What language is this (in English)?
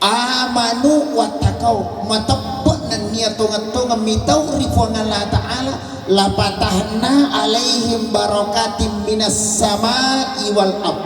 Buginese